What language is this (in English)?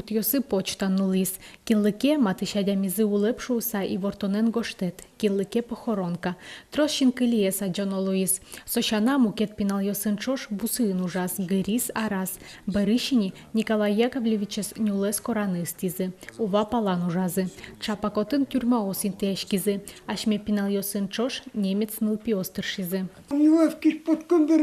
Udmurt